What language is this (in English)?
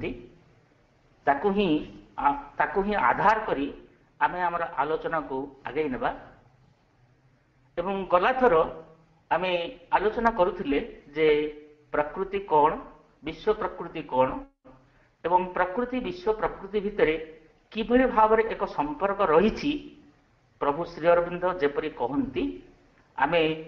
Odia